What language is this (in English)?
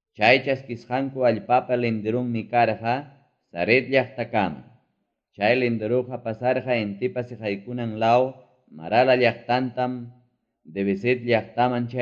Ayacucho Quechua